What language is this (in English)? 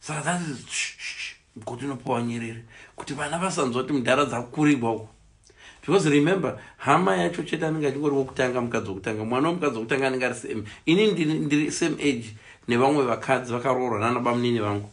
Shona